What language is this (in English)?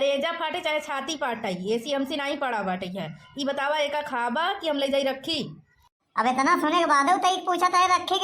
Awadhi